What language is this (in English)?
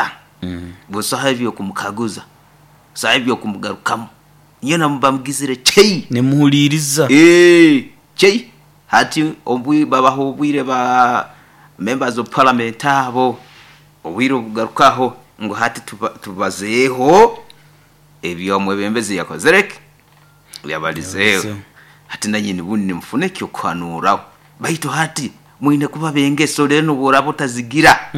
Nyoro